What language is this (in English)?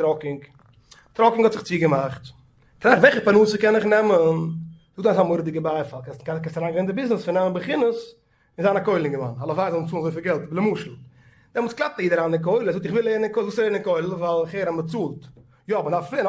Yiddish